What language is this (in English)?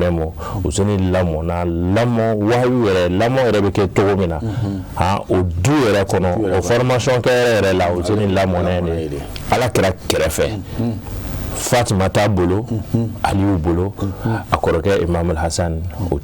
Bambara